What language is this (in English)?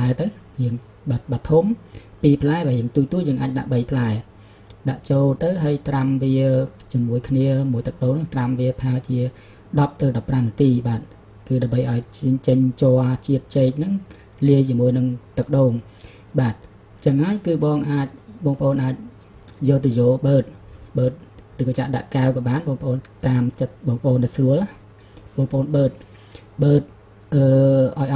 Khmer